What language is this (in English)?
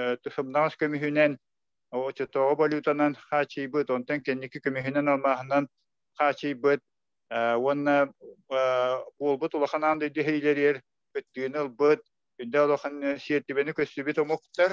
Yakut